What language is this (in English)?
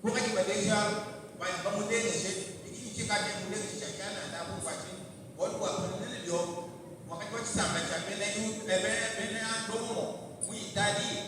Luba-Lulua